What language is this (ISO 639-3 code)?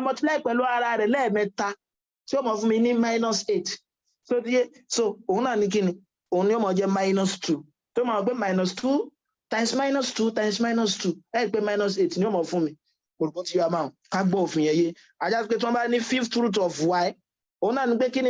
yor